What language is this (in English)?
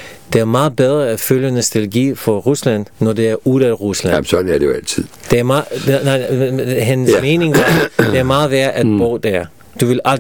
Danish